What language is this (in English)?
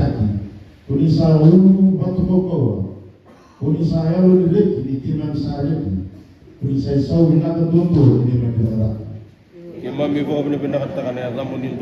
Fijian